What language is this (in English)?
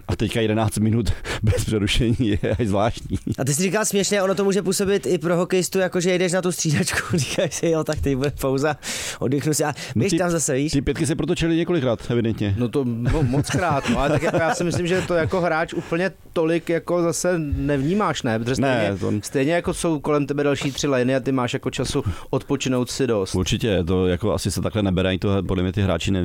Czech